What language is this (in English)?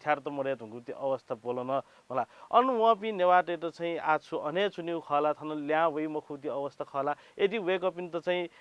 Newari